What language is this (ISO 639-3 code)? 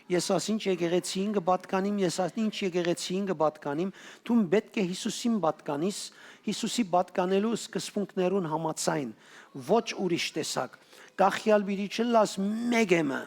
hyw